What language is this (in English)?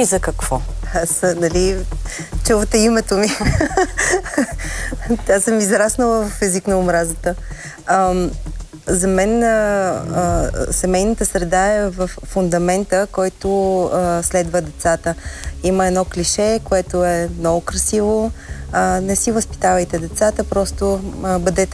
Bulgarian